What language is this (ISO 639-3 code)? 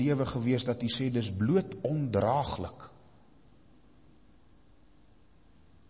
afr